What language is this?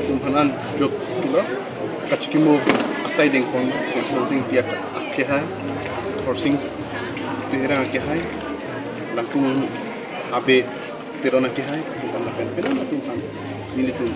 Karbi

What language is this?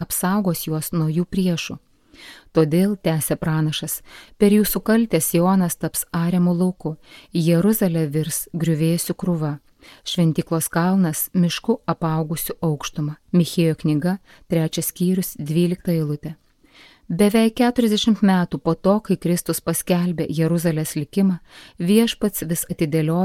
Lithuanian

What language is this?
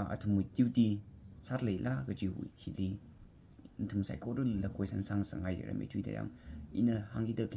Tangkhul Naga (India)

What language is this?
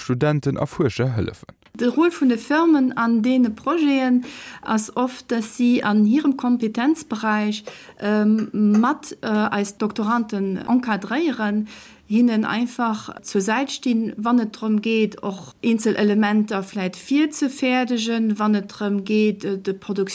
Luxembourgish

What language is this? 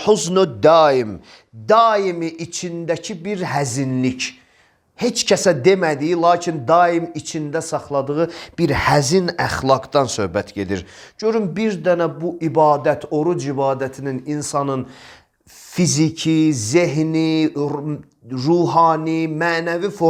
Azerbaijani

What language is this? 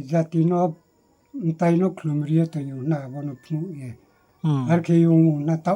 Riang (India)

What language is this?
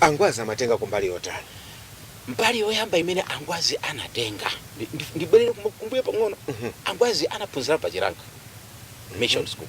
Nyanja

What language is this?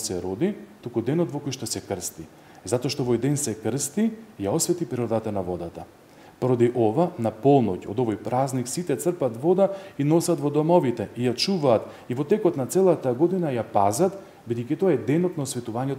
Macedonian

